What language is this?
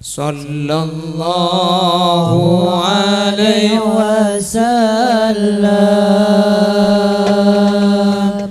Madurese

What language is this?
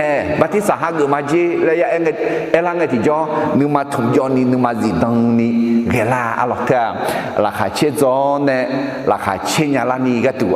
Akha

